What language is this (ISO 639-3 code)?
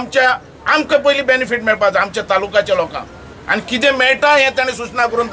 kok